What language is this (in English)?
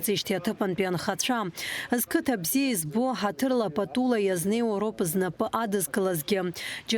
Abkhazian